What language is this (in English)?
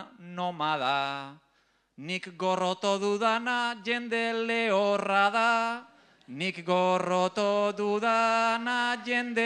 Basque